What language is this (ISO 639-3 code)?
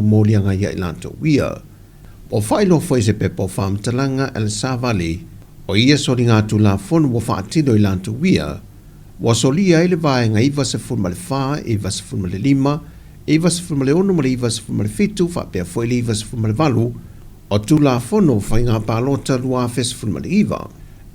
smo